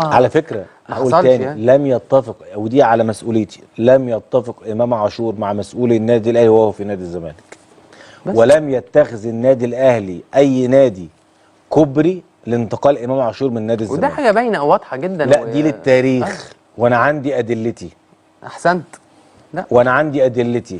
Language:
Egyptian Arabic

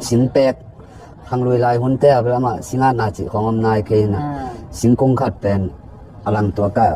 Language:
Tedim Chin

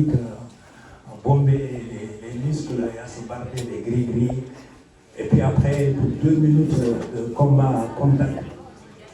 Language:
Fula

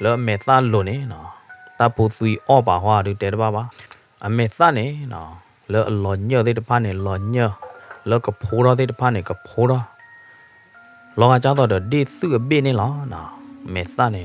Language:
S'gaw Karen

